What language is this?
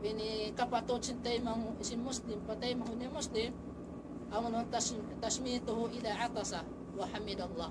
Tausug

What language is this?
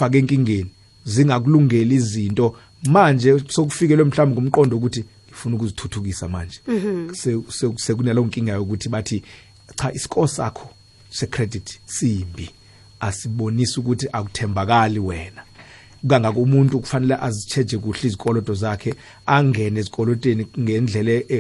South Ndebele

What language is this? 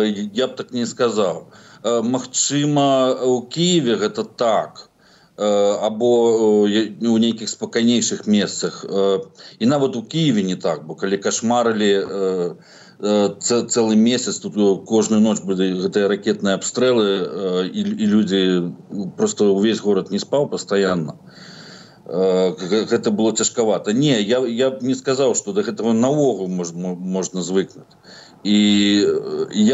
Belarusian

